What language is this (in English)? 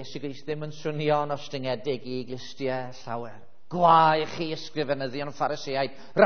Welsh